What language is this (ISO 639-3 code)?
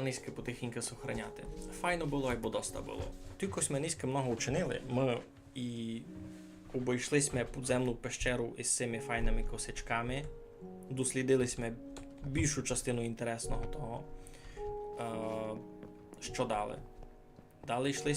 rue